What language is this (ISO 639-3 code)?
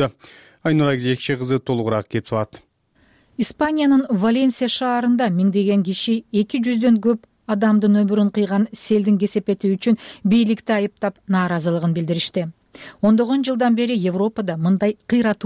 kir